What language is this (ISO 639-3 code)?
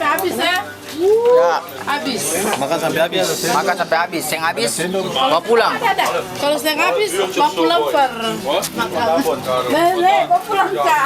abs